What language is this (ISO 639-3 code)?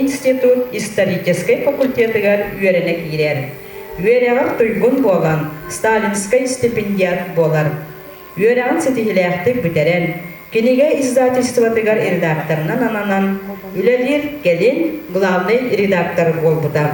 sah